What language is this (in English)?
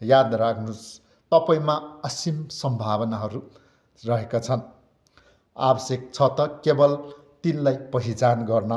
Nepali